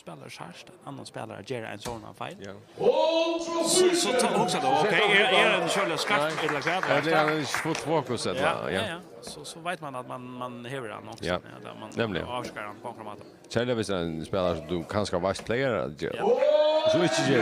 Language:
Faroese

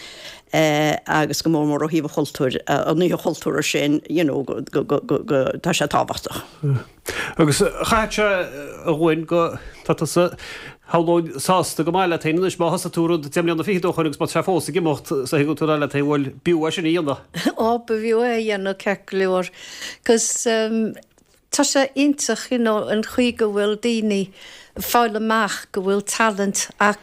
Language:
Irish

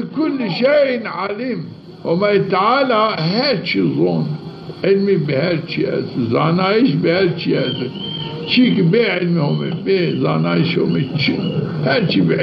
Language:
Zaza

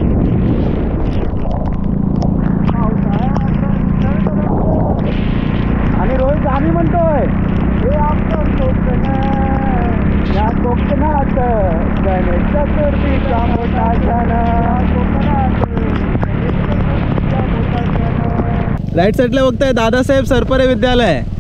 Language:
Marathi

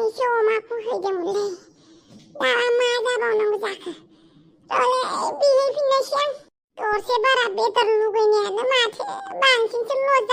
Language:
Bodo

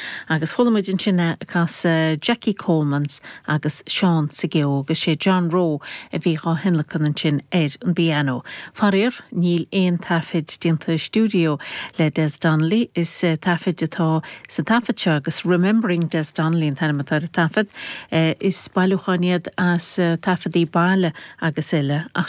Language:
Irish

